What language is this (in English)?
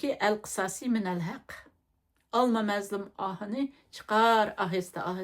Uyghur